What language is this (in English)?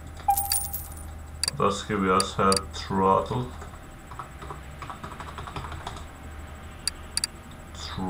Danish